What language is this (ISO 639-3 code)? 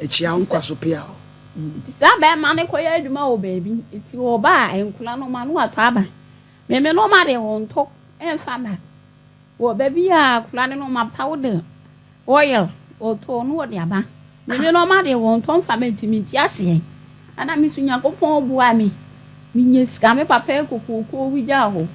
aka